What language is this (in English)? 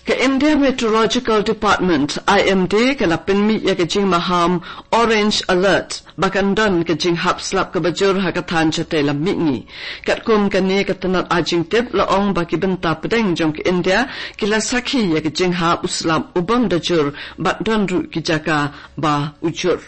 Khasi